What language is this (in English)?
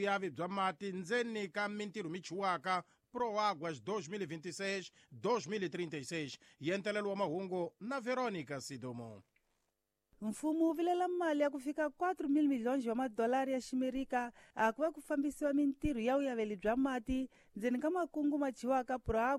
Tsonga